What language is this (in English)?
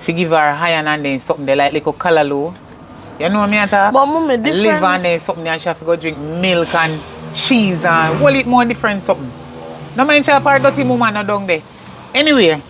Jamaican Creole English